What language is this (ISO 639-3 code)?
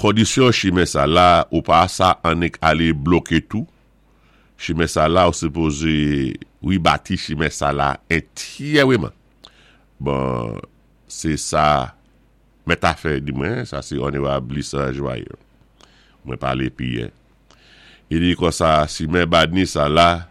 acf